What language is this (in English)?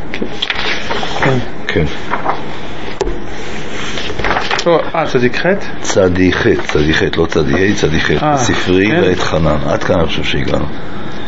Hebrew